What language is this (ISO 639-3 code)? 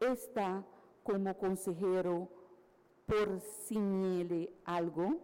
pap